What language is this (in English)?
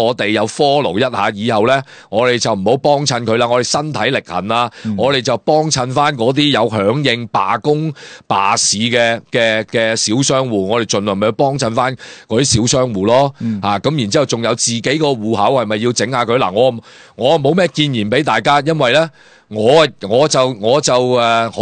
Cantonese